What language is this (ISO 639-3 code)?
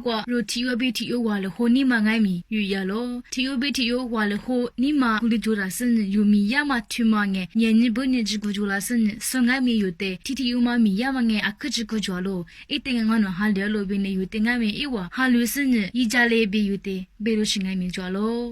lis